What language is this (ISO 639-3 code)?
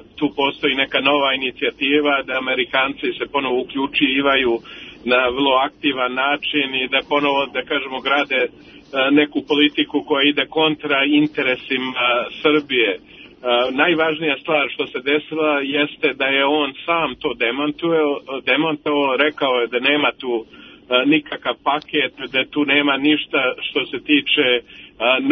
srp